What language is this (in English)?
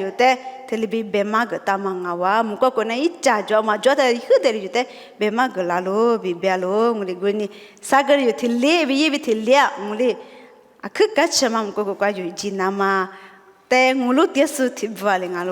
Lisu